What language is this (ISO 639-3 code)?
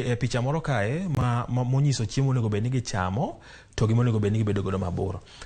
luo